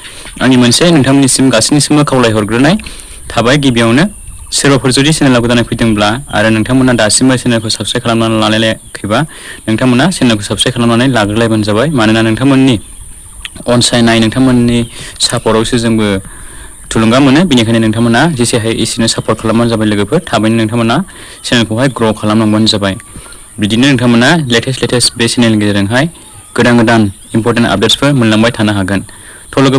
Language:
Bodo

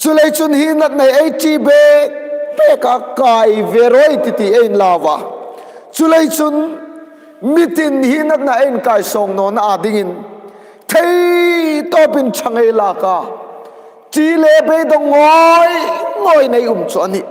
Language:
Hmar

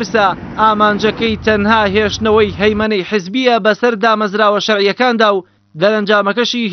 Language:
Central Kurdish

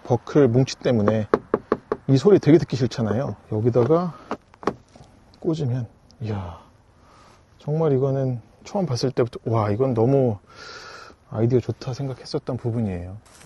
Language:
Korean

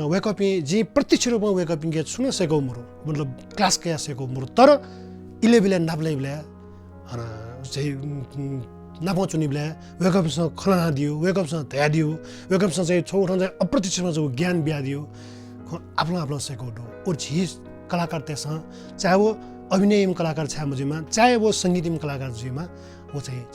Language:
Newari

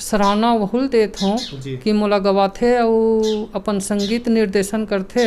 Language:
Chhattisgarhi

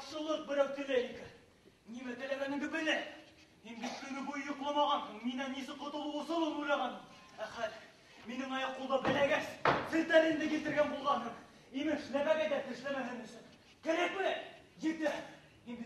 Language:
Bashkir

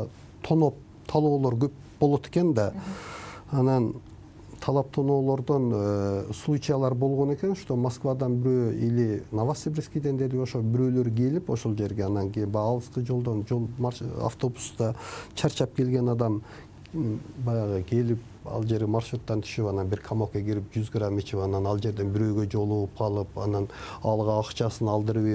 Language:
Kyrgyz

